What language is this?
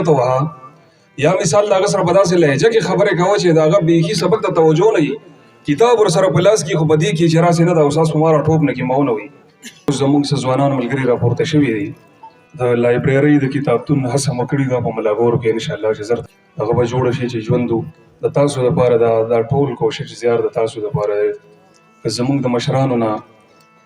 Pashto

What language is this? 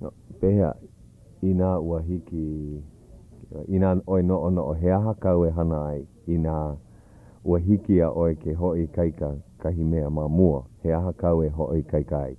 Hawaiian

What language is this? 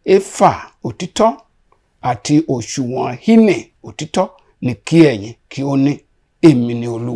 Yoruba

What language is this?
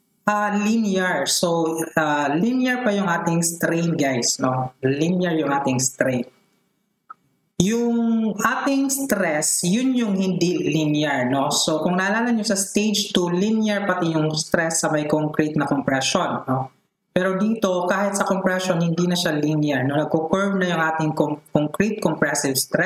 Filipino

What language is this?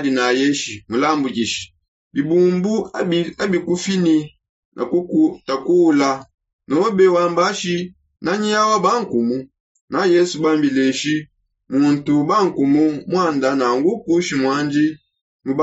Songe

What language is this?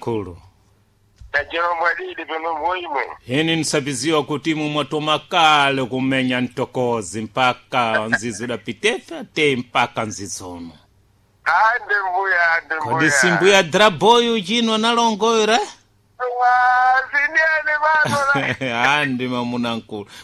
Sena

